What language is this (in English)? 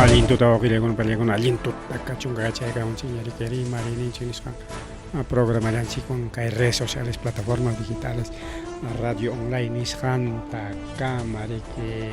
Ayacucho Quechua